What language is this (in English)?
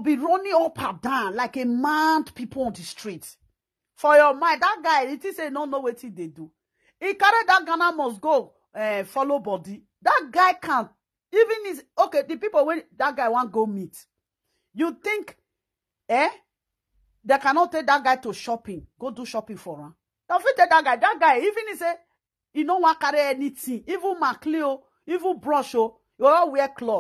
Nigerian Pidgin